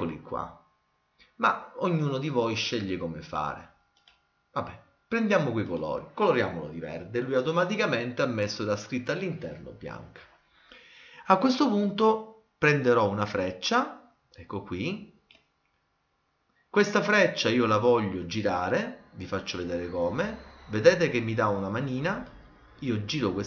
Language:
Italian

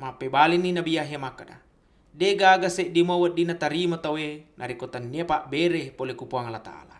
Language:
Buginese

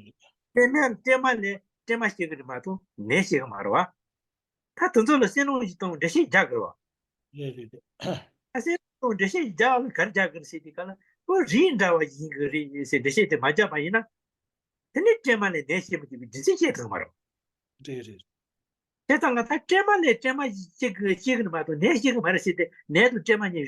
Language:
Tibetan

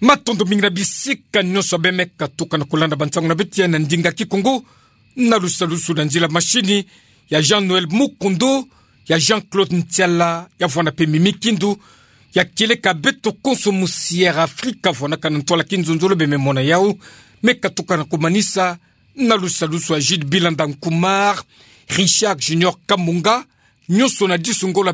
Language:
Kituba (Democratic Republic of Congo)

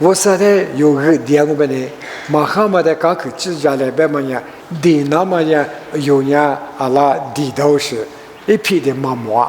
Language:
Lisu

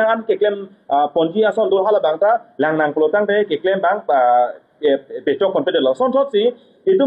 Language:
Karbi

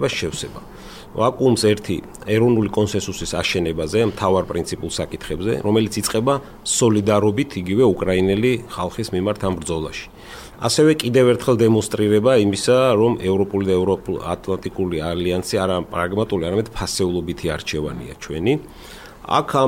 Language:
Georgian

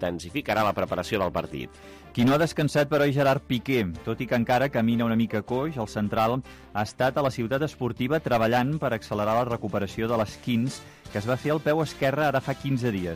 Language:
Catalan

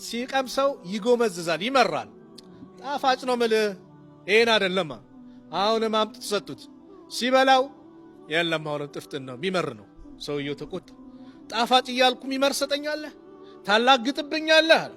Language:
Amharic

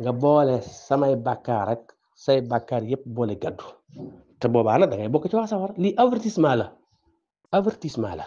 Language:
Wolof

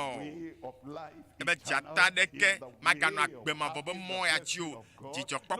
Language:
Ewe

